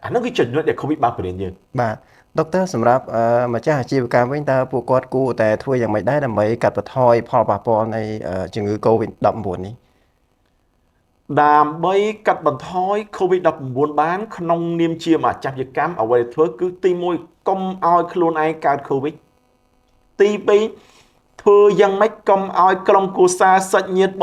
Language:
Khmer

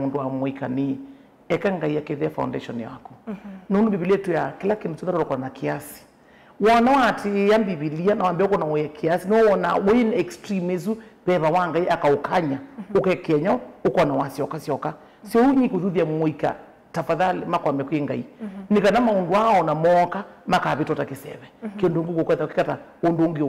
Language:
Kamba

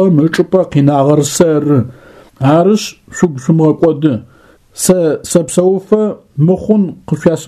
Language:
Adyghe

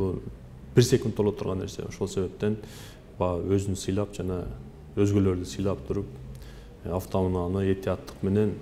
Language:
Kyrgyz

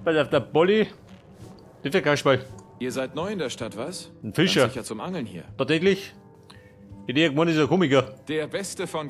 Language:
Bavarian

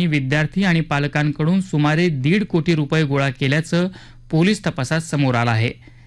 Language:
Marathi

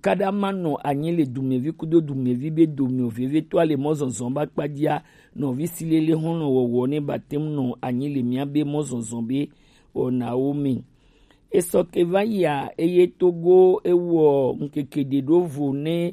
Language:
Gen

